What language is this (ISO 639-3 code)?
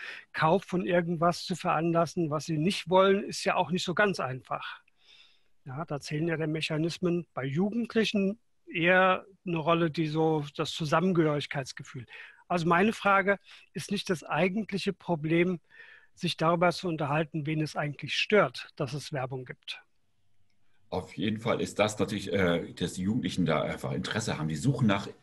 deu